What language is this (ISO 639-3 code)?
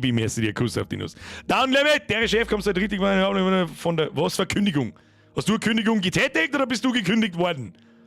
bar